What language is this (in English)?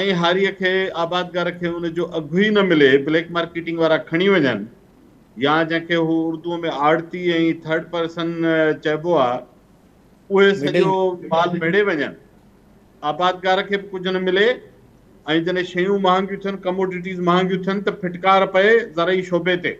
Sindhi